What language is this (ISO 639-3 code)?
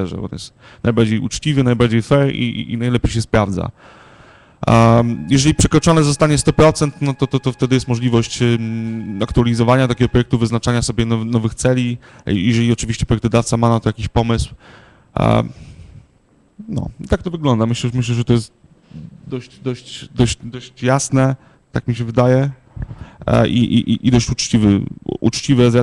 pol